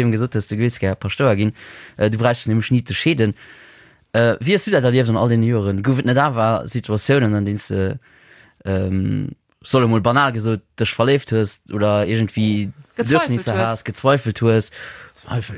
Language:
Luxembourgish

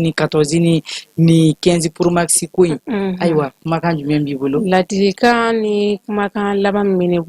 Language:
Bambara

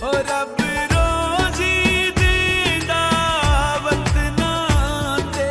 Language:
Pahari-Potwari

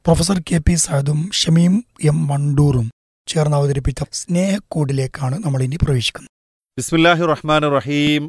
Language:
Malayalam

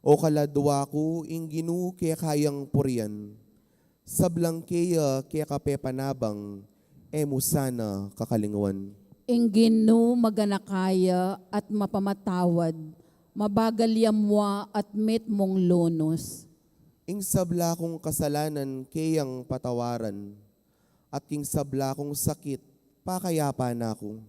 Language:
Pampanga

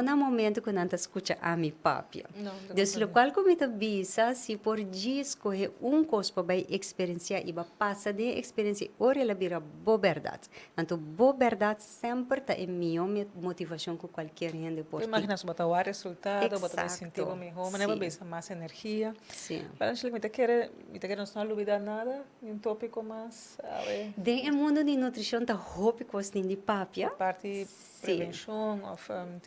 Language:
Papiamento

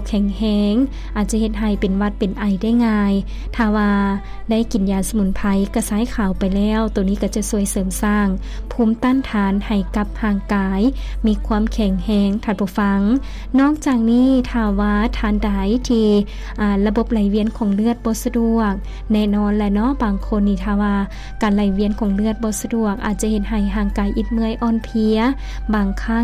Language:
Lao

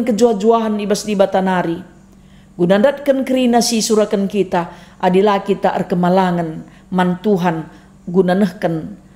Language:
Batak Karo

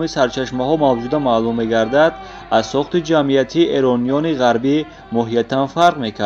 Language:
Tajik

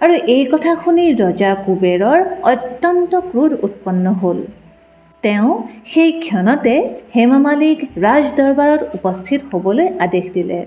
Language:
Assamese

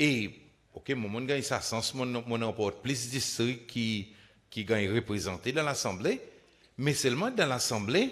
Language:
Seselwa Creole French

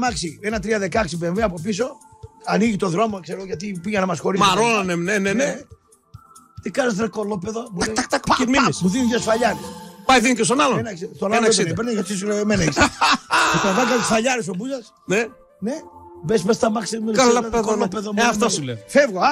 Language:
Greek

